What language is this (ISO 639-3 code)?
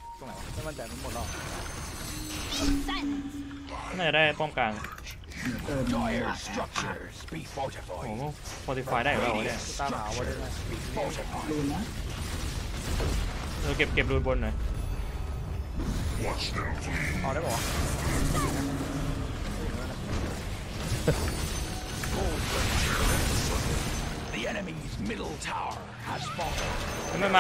tha